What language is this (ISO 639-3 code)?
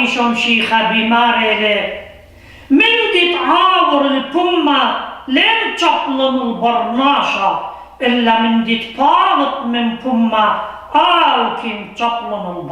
aii